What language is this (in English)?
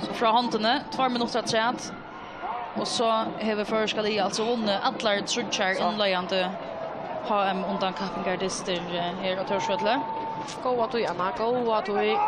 Faroese